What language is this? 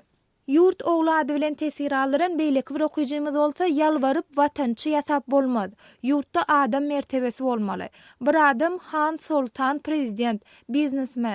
Turkmen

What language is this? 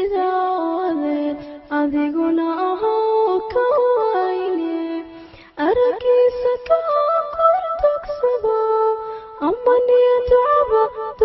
Somali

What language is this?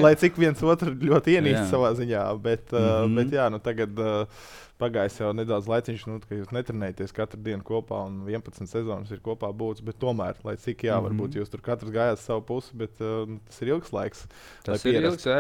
Latvian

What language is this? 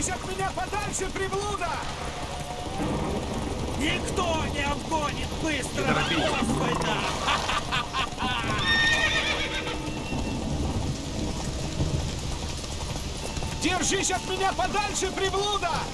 Russian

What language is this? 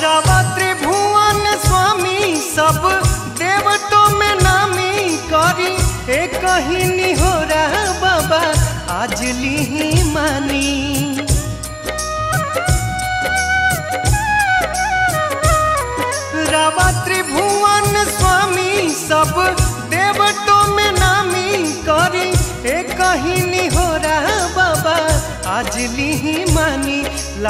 Bhojpuri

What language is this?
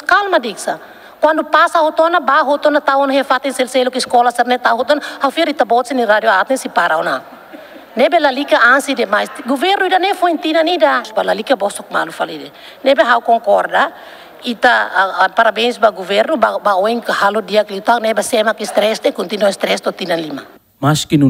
Tetum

